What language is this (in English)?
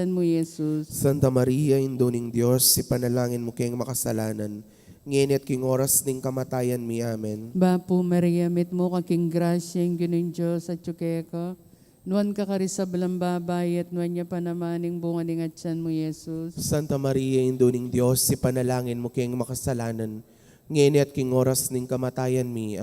Pampanga